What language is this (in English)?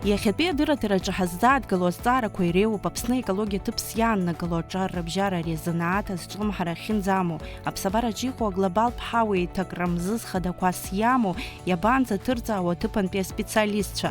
Abkhazian